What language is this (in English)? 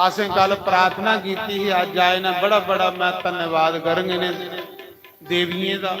Dogri